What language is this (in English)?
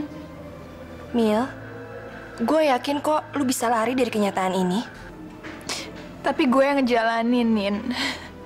Indonesian